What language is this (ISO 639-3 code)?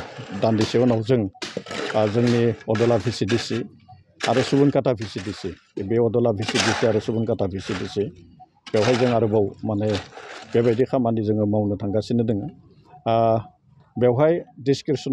brx